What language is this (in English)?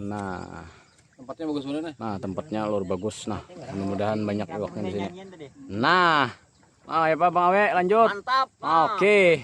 Banjar